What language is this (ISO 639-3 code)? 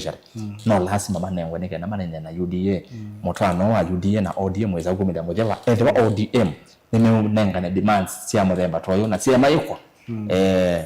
kam